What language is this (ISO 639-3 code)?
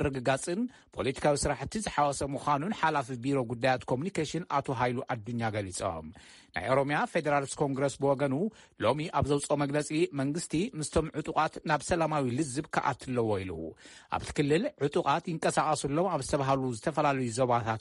tir